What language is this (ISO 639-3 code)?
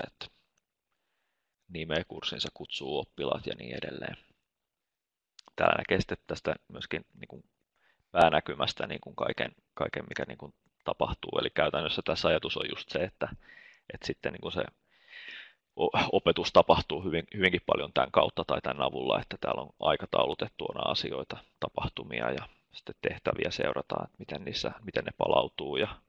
fin